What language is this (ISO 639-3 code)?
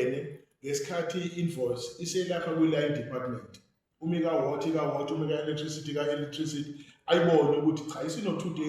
zul